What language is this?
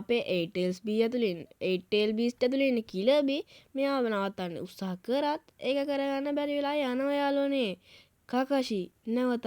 Sinhala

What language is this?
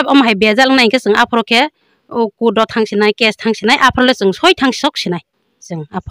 Kok Borok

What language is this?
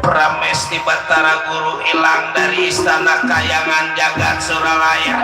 Betawi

